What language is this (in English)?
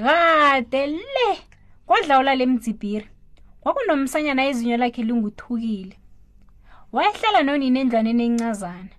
South Ndebele